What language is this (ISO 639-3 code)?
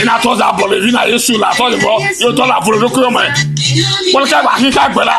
ewe